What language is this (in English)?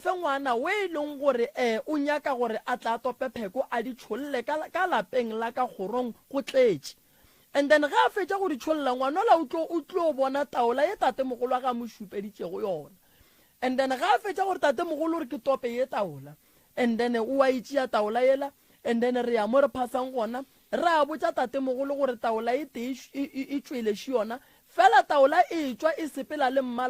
Northern Sotho